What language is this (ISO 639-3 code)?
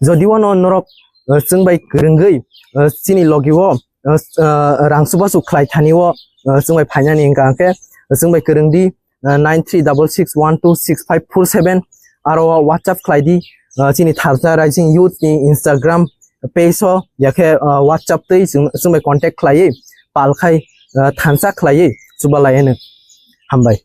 trp